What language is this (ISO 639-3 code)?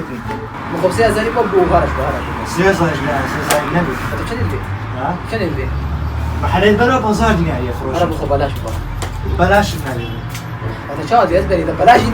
kur